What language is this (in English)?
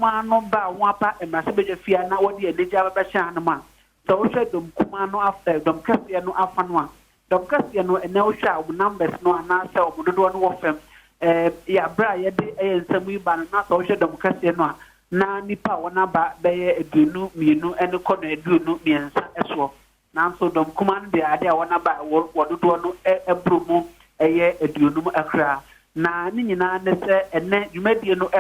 Akan